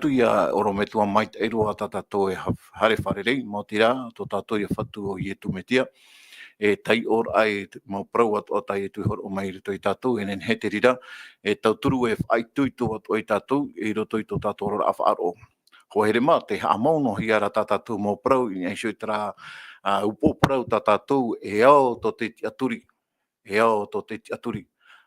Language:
Tahitian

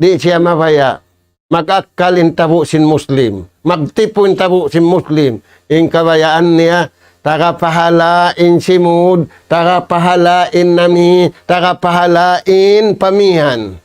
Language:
Tausug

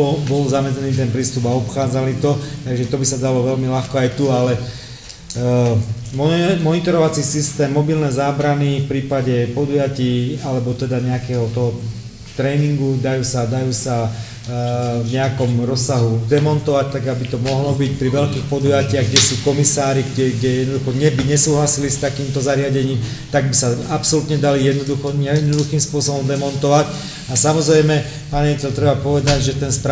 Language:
Slovak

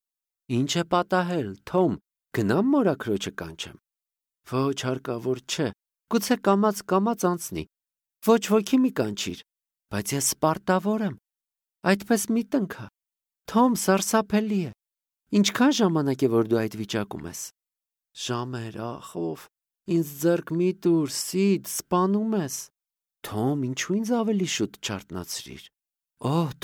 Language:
Armenian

